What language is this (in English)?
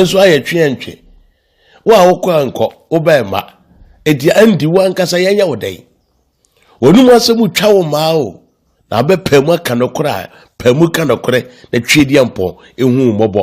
Akan